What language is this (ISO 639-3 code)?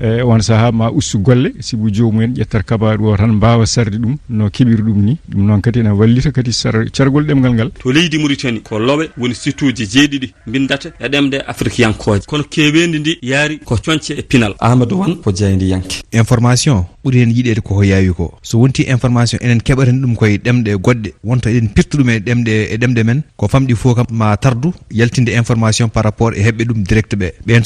ful